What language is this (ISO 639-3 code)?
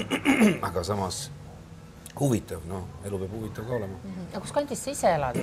est